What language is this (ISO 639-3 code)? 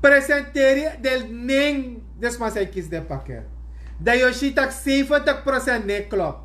srn